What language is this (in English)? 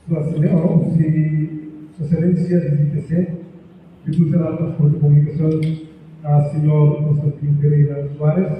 Tetum